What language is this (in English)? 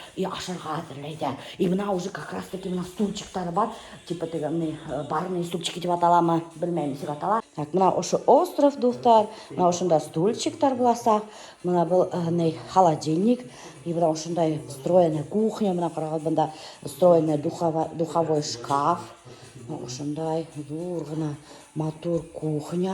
Bashkir